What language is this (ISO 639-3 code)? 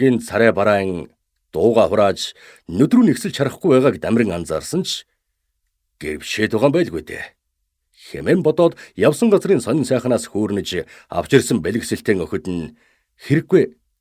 mon